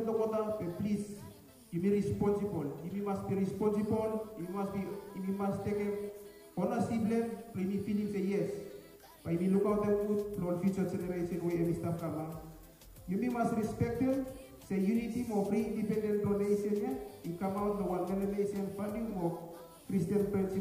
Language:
Bislama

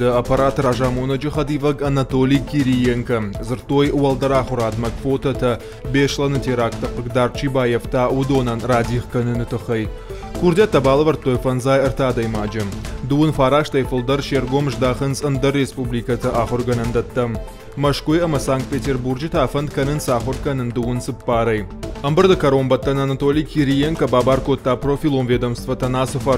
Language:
Ossetic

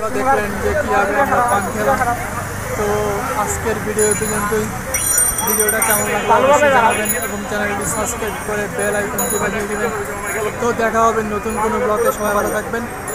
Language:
Bangla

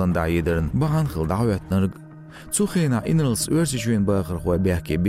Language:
Chechen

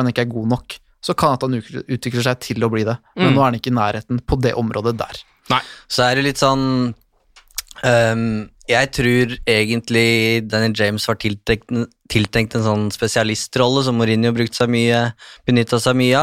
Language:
Norwegian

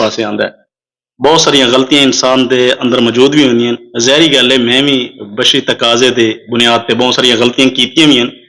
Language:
Saraiki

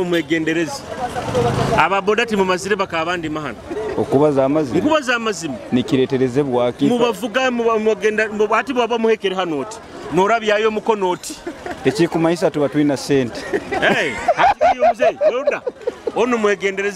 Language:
Nyoro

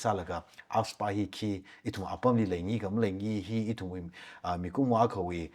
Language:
Tangkhul Naga (India)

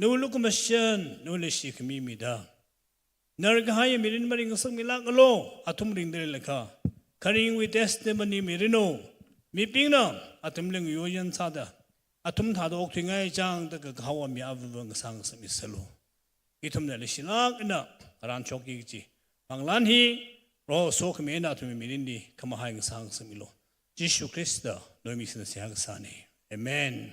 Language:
Tangkhul Naga (India)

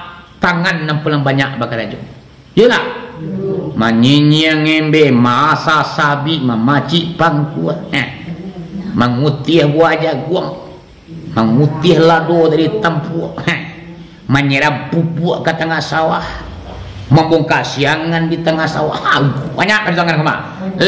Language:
Minangkabau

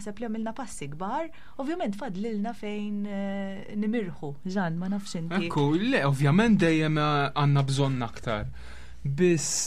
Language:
Maltese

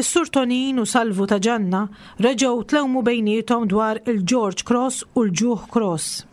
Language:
Maltese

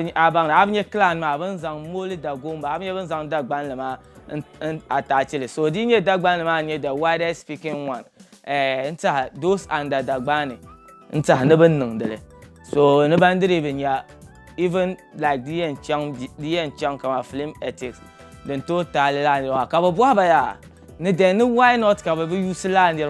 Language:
Dagbani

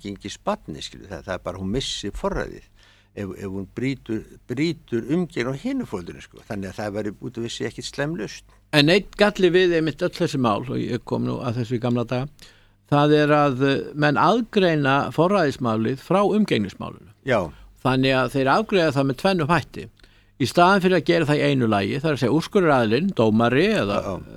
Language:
Icelandic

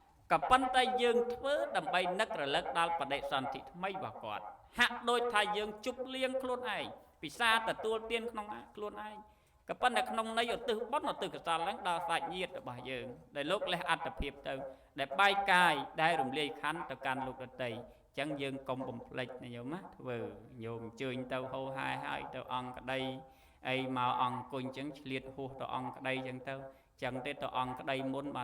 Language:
Khmer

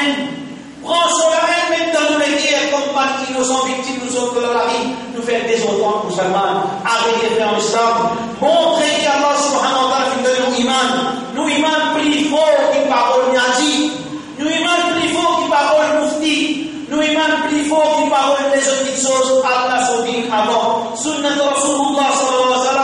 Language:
Morisyen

